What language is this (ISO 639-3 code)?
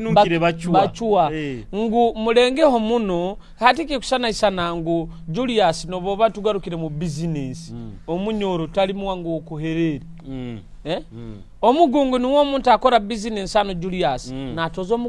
nyo